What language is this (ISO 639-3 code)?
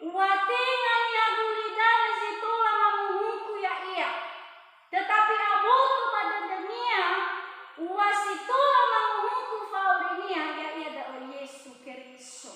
nia